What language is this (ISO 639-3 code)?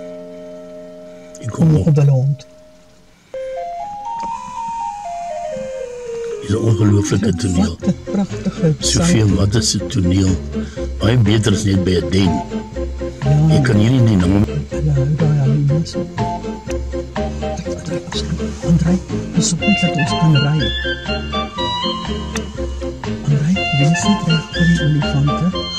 afr